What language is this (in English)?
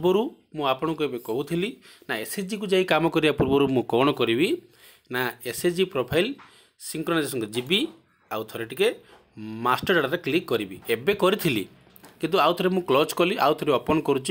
Odia